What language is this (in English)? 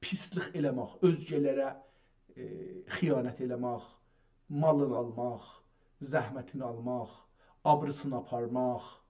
South Azerbaijani